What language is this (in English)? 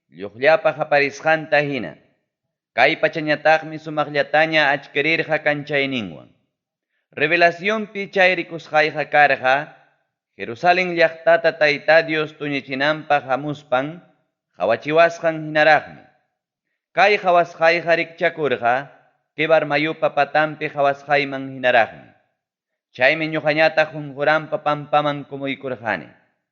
Ayacucho Quechua